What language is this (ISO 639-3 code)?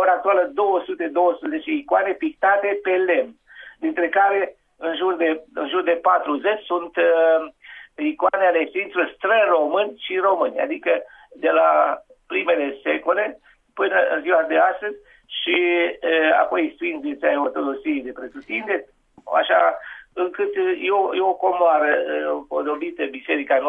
ron